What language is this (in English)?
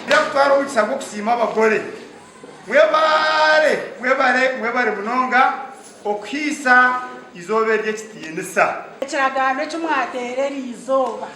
Nyankole